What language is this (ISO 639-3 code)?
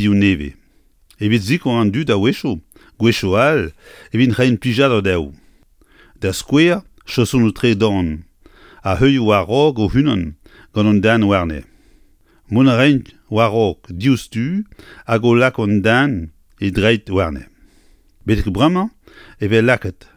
bre